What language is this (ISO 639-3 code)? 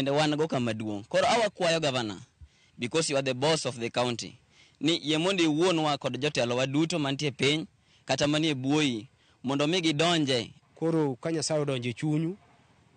luo